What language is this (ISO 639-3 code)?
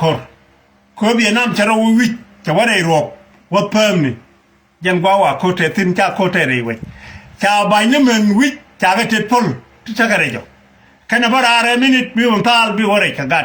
nus